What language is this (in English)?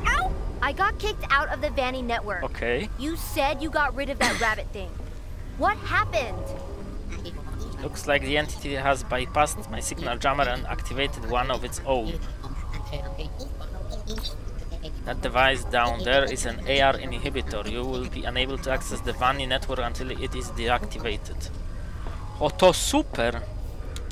Polish